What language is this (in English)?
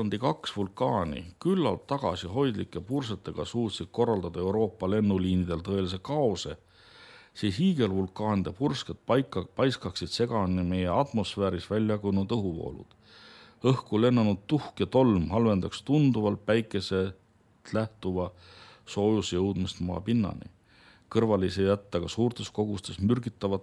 Estonian